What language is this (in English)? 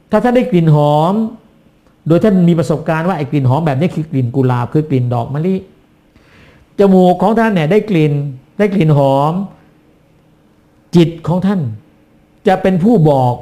Thai